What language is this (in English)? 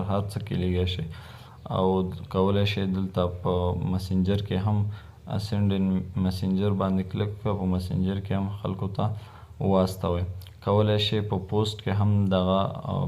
Pashto